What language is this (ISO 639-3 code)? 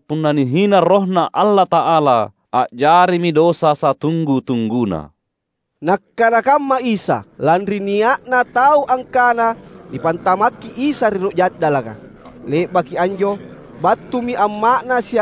mak